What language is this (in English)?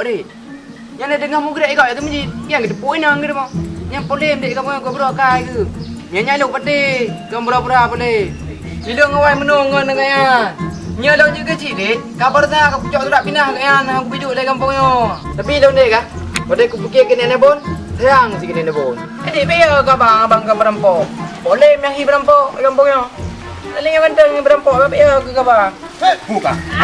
Achinese